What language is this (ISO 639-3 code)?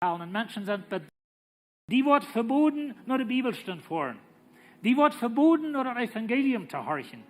pdt